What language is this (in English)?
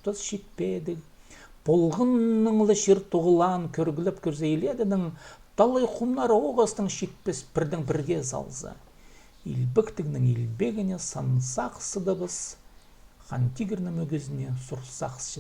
Khakas